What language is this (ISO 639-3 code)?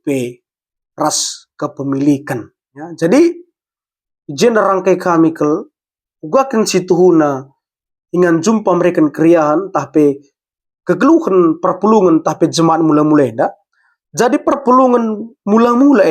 btx